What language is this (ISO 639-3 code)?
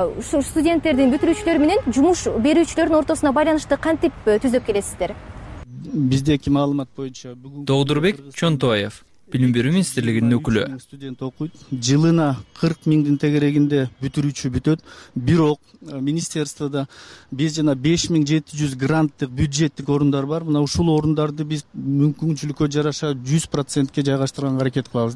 kir